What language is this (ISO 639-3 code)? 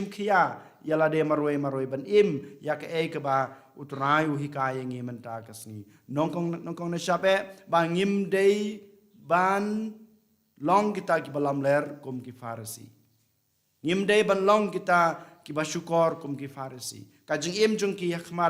kha